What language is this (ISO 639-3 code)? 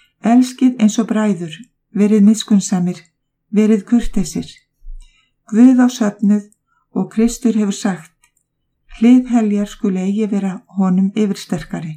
isl